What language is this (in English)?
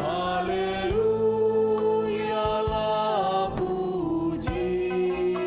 Batak Karo